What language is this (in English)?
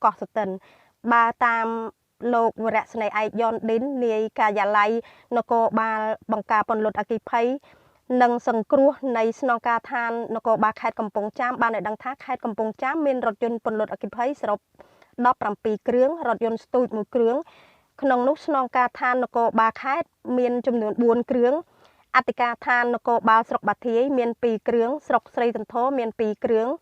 Khmer